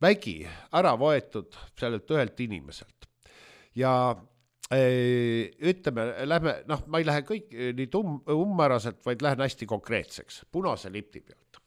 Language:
Estonian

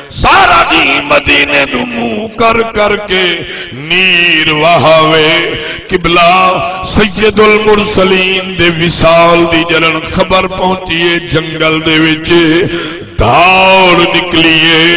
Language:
Saraiki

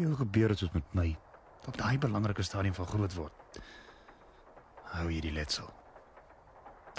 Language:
Afrikaans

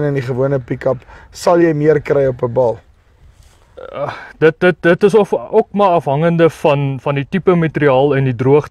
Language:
Afrikaans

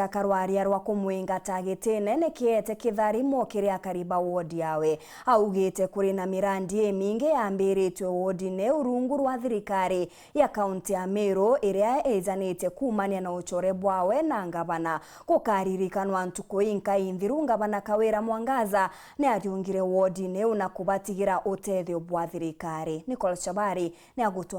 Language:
Meru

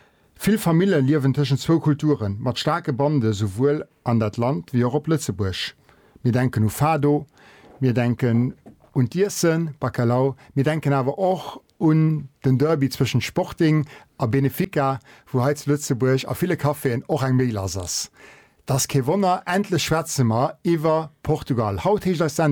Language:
Luxembourgish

